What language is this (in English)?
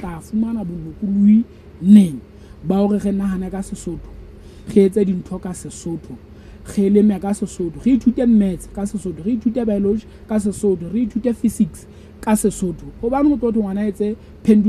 Southern Sotho